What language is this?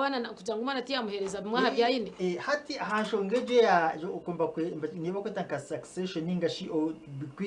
Nyankole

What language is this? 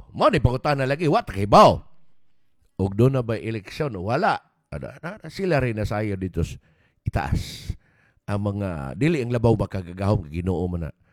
Cebuano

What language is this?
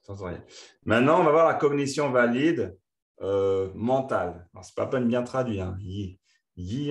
French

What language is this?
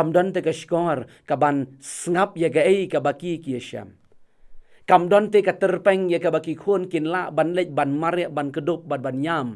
Khasi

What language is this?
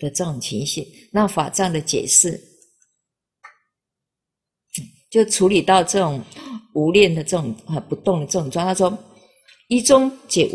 Chinese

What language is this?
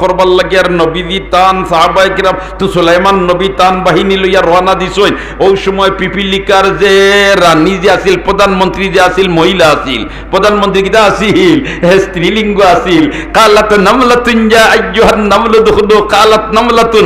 Sylheti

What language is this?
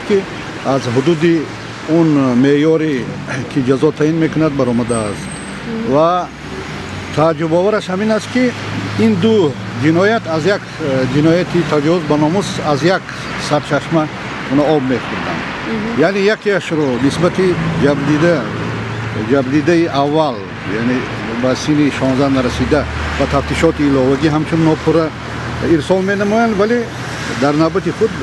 Tajik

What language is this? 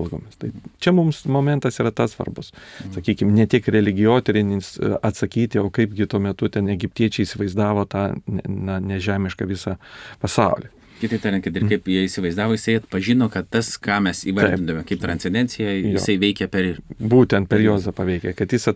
Lithuanian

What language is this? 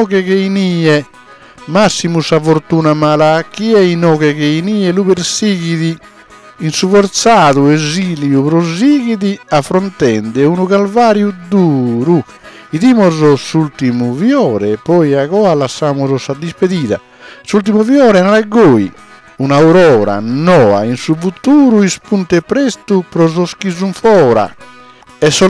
Sardinian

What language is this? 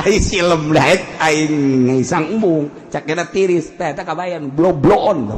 Sundanese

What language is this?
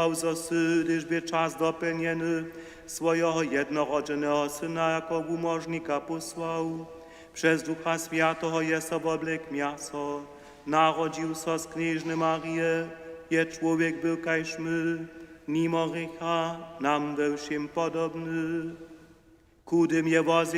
Upper Sorbian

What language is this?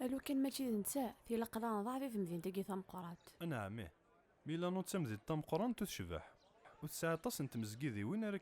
Kabyle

